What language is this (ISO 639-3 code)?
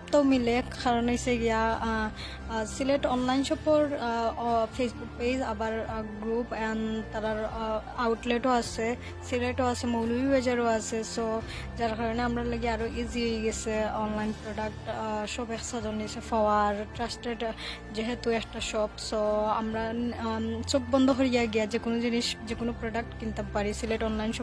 syl